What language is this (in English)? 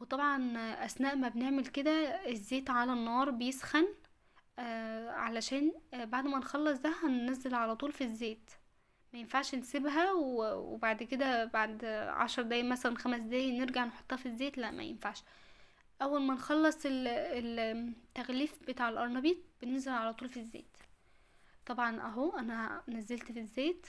Egyptian Arabic